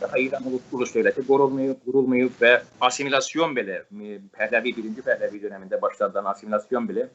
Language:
South Azerbaijani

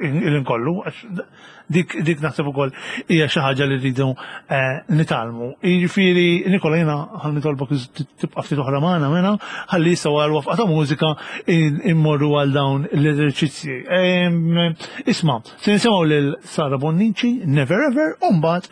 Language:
Maltese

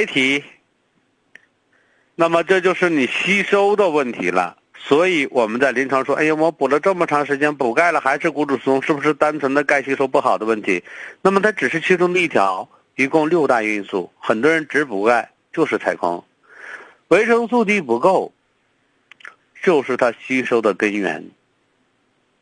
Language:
Chinese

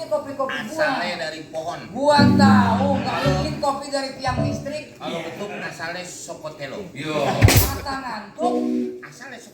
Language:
Betawi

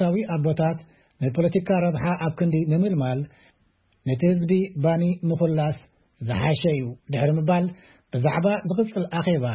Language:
Tigrinya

